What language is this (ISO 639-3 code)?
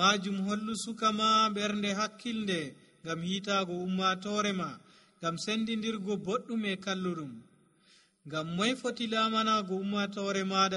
fuv